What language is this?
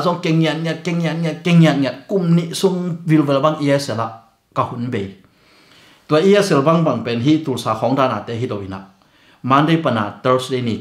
Tedim Chin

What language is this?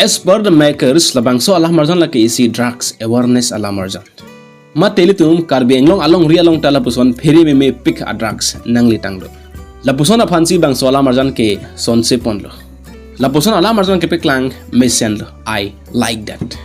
Karbi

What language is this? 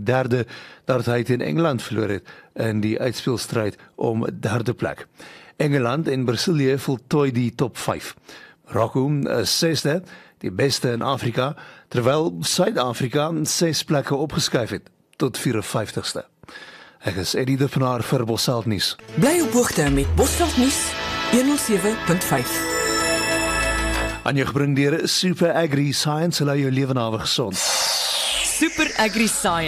Afrikaans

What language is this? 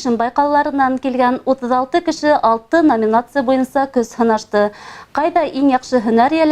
Bashkir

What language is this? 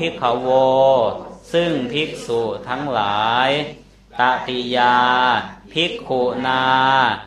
Thai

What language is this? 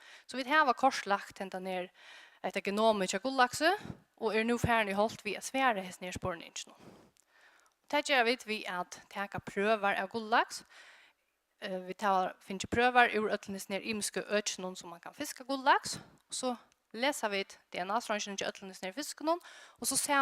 Faroese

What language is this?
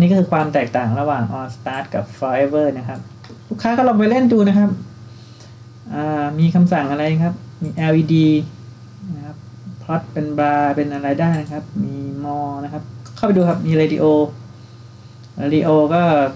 Thai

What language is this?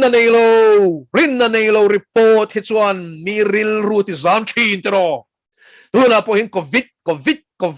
Mizo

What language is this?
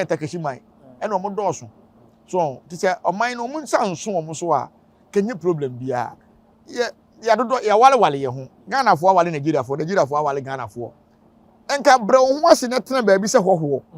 Akan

